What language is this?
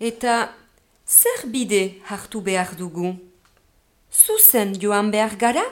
Basque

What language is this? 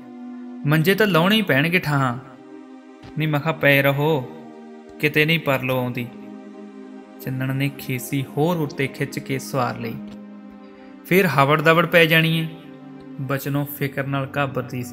Punjabi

